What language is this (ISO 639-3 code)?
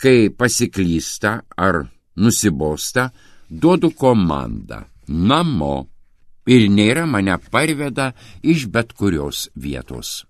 lit